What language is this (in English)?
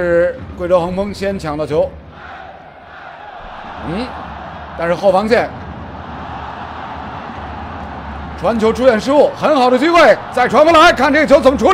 Chinese